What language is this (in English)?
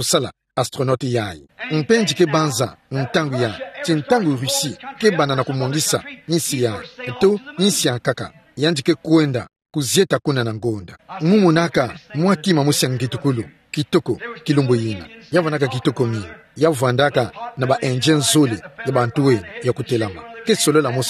Kituba (Democratic Republic of Congo)